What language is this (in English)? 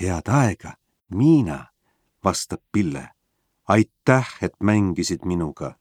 Estonian